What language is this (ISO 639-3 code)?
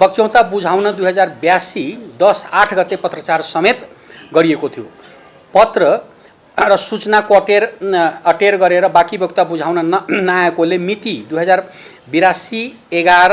nep